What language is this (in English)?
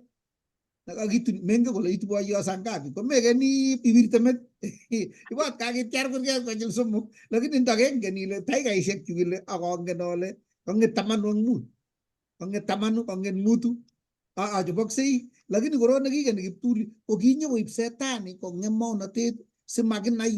Kalenjin